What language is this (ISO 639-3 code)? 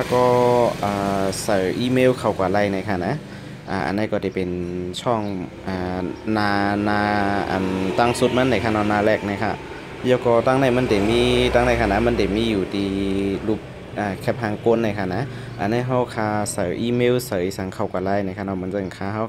shn